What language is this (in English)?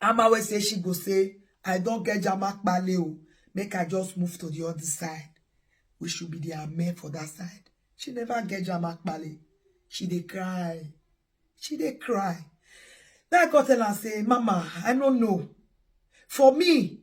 Nigerian Pidgin